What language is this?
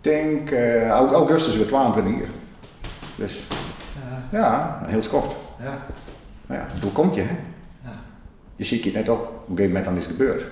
Western Frisian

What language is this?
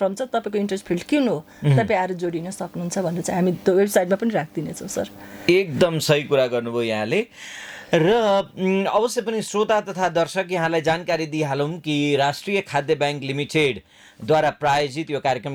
Nepali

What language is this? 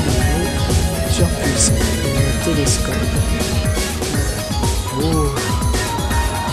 French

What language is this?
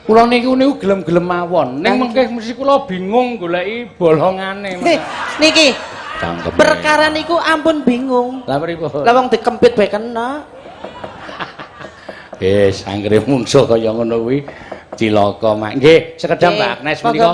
Javanese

